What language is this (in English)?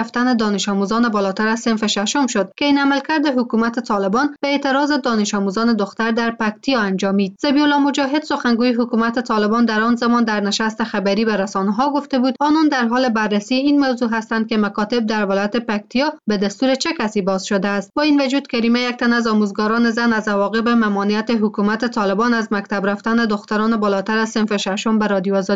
Persian